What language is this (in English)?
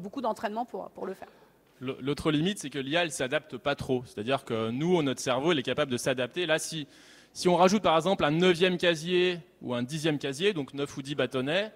French